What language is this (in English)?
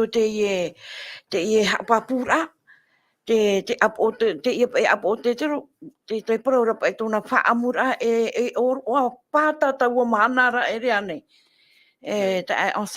Tahitian